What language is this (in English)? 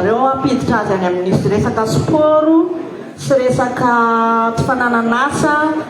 Malagasy